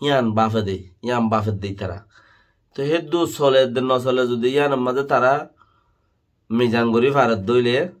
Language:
Rohingya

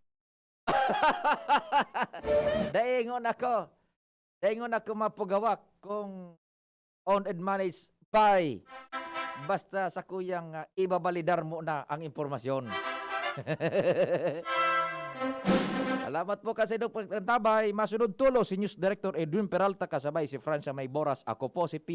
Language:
Bikol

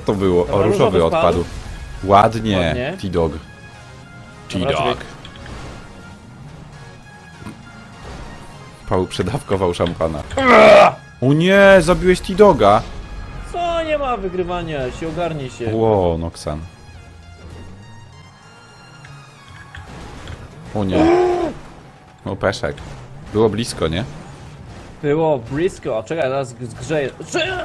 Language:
Polish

